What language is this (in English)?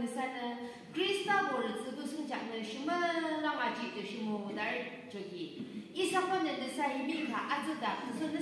Yimchungru Naga